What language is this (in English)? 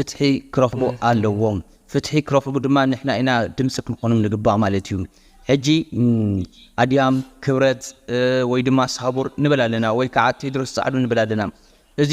Tigrinya